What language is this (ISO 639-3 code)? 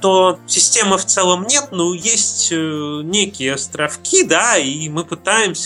rus